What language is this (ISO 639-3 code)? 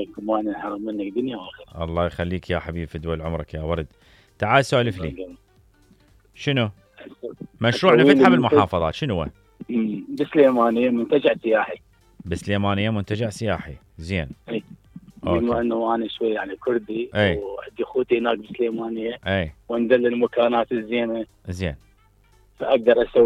acm